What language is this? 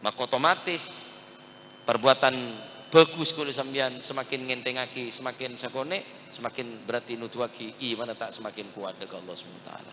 Madurese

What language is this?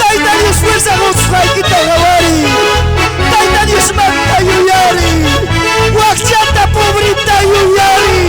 Ayacucho Quechua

